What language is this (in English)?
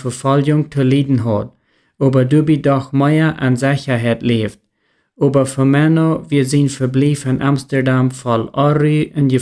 Plautdietsch